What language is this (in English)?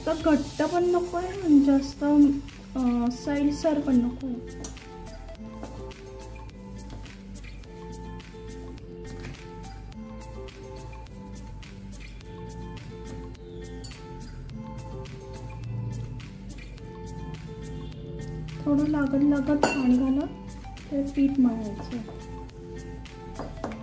Marathi